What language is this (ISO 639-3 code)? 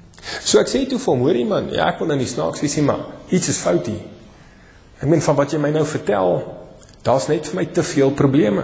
afr